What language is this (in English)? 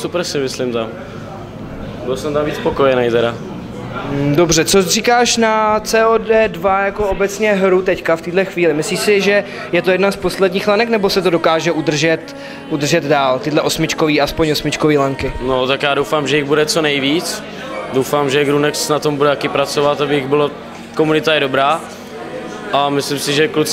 Czech